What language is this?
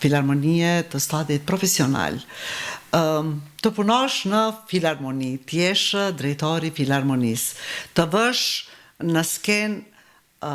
Albanian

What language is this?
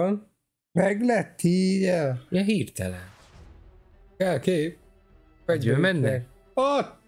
Hungarian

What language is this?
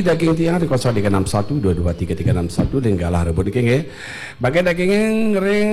Balinese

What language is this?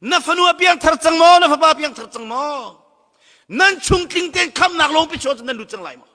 Hakha Chin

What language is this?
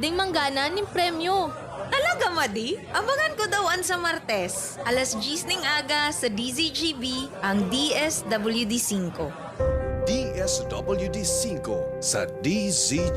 Bikol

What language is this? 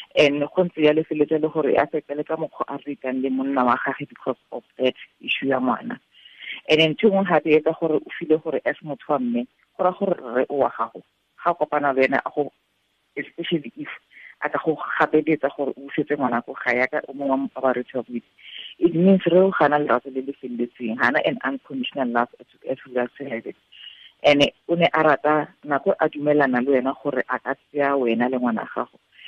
Tswana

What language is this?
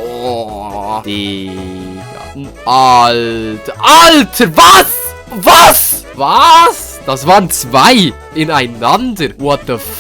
Swiss German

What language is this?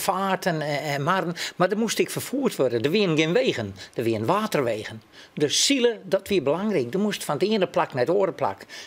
Western Frisian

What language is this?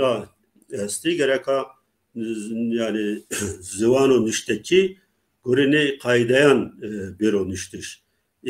Zaza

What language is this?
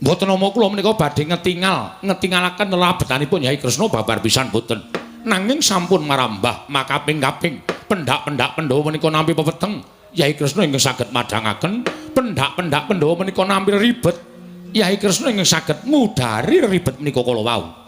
Javanese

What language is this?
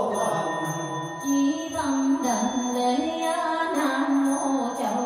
Vietnamese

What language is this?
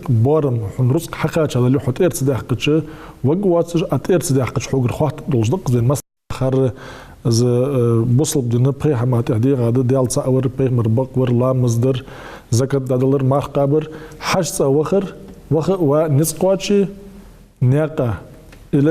Ingush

